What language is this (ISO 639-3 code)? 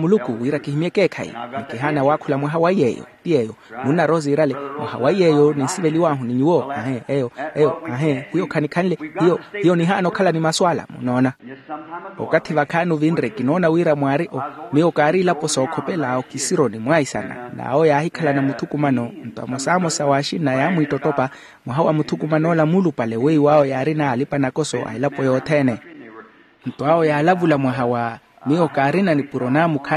vmw